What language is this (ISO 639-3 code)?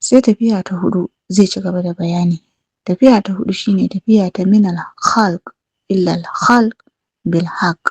hau